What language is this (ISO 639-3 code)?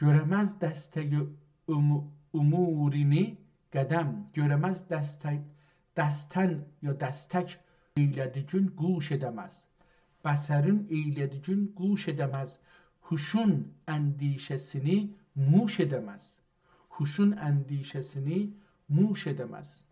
azb